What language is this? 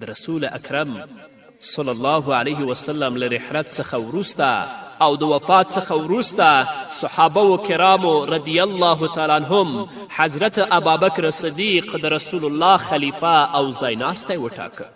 Pashto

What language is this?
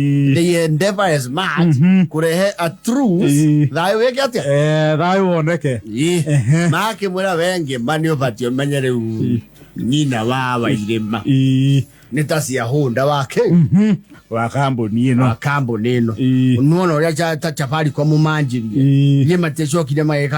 Kikuyu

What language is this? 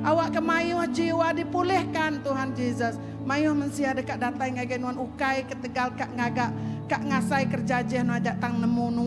Iban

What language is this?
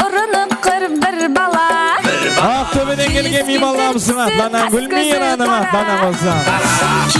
Kara-Kalpak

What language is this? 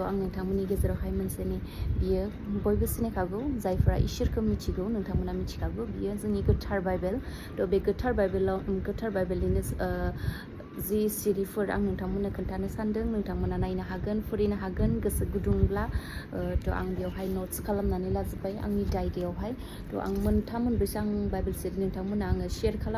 Bodo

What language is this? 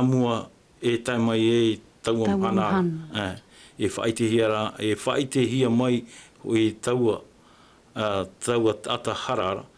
Tahitian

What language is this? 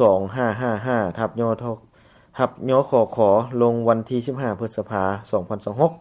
Lao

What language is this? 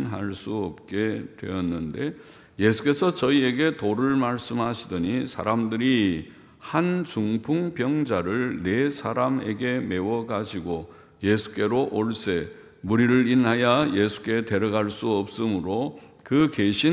Korean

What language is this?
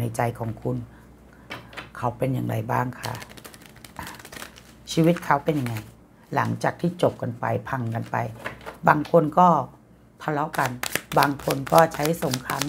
Thai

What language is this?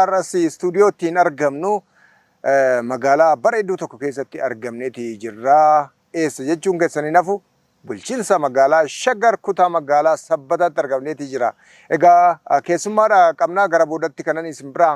Oromo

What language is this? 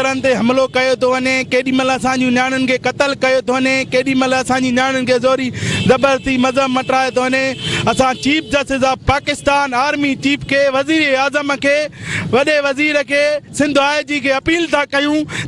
Sindhi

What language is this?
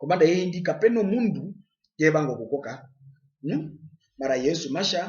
Herero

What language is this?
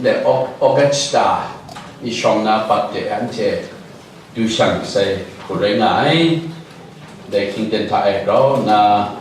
Kachin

